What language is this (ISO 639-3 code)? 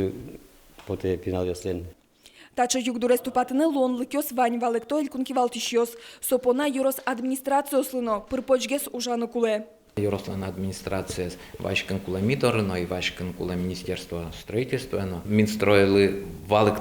udm